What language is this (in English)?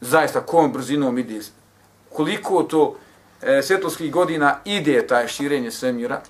Bosnian